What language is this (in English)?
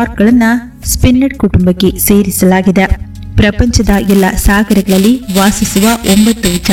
Kannada